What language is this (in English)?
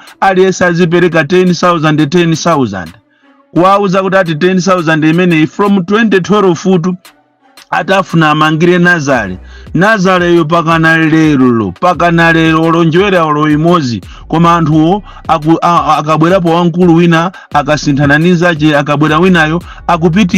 Nyanja